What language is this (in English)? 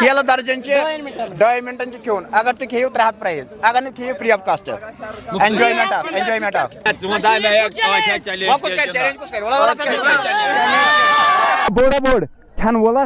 Kashmiri